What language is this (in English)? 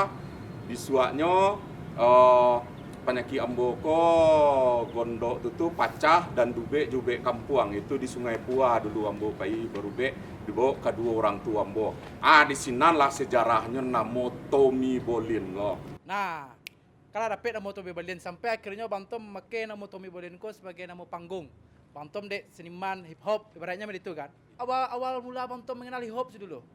Minangkabau